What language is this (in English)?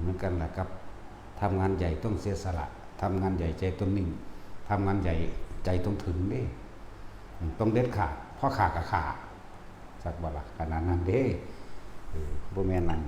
Northeastern Thai